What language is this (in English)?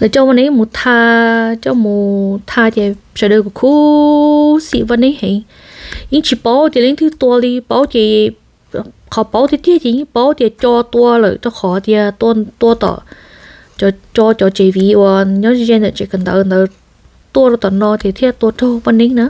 Hmong